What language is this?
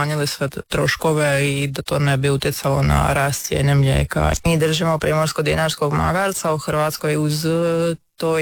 Croatian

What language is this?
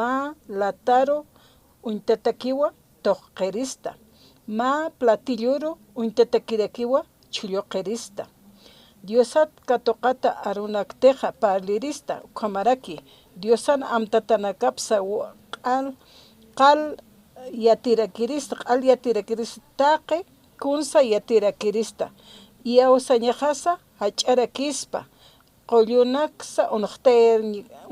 Aymara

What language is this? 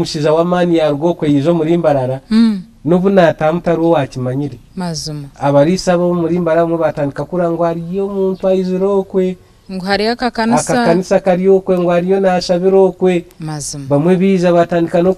Nyankole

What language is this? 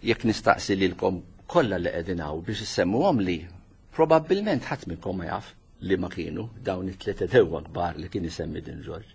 Maltese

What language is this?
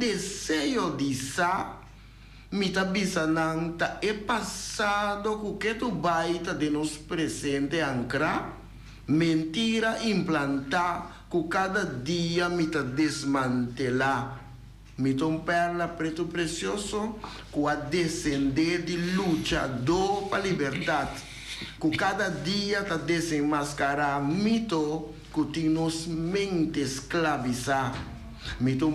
Papiamento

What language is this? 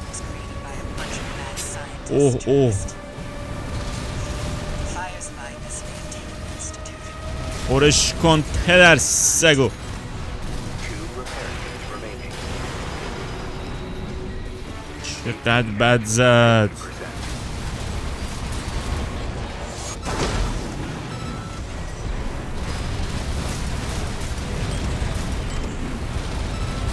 Persian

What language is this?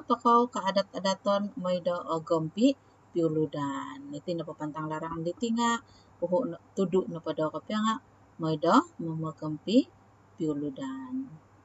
Central Dusun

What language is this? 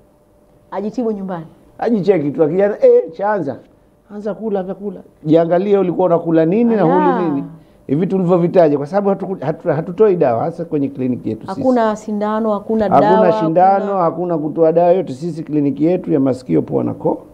Swahili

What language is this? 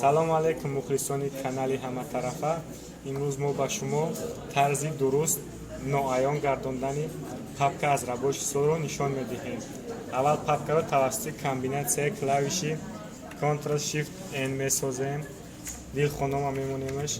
Tajik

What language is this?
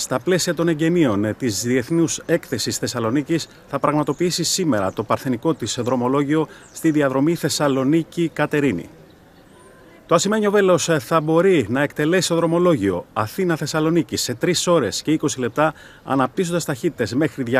Greek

